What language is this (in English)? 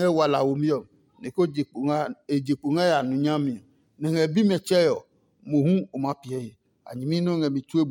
Adangme